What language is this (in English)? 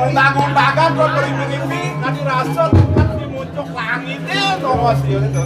Balinese